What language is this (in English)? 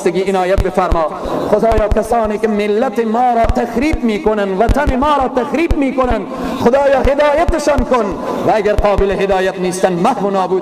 Persian